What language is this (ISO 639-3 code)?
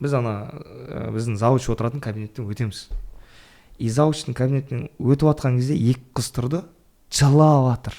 kaz